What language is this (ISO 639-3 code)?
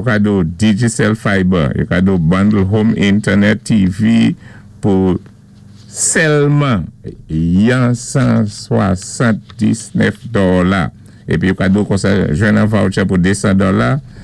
acf